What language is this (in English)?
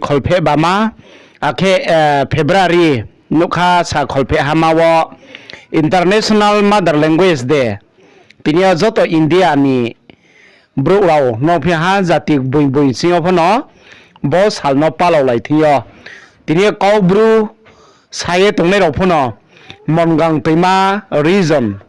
Riang (India)